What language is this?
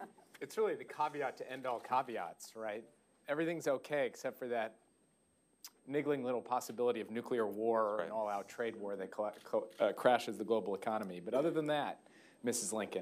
English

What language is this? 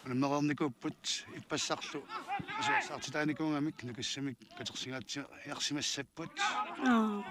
Kalaallisut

